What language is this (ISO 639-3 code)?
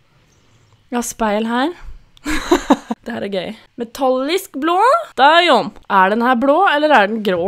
nor